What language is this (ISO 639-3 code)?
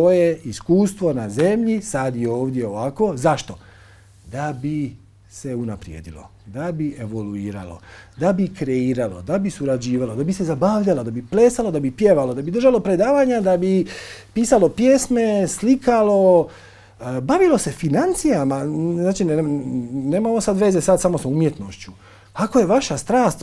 hrv